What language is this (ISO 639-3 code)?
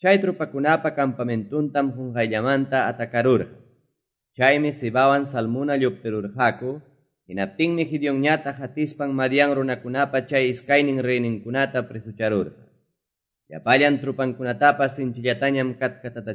que